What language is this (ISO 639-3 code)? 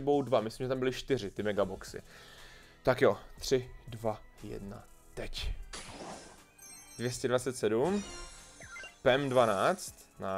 ces